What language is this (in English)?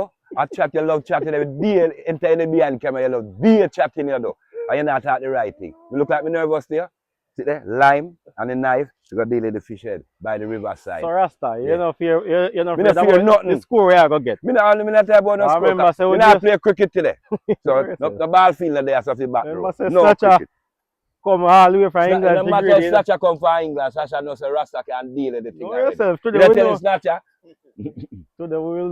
Jamaican Creole English